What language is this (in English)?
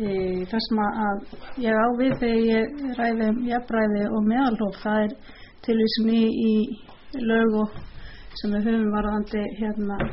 Icelandic